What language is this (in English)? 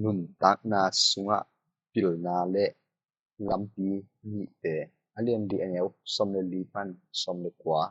Tedim Chin